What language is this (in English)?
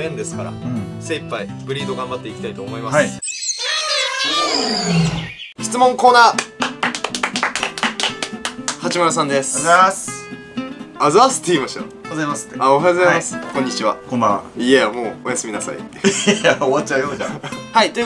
Japanese